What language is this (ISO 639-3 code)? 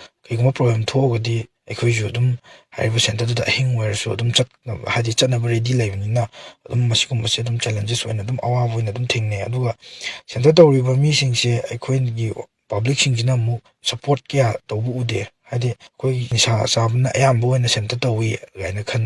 mni